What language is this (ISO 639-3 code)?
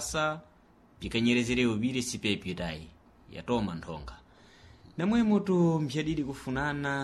seh